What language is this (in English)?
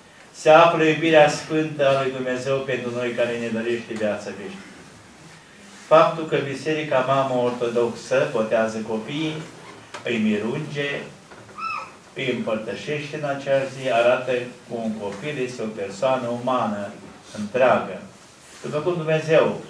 Romanian